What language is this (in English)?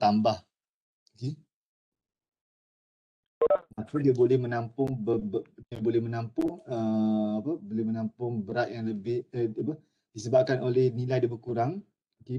Malay